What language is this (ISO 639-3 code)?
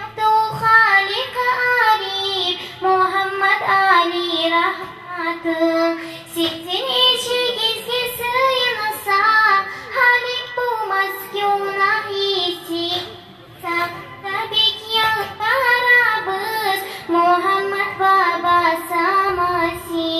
kum